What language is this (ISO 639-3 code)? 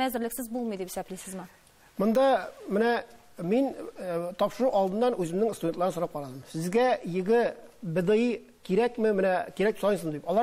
tat